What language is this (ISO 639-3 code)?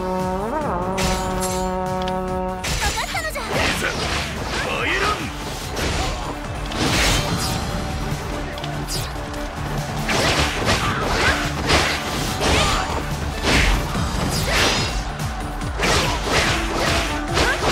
jpn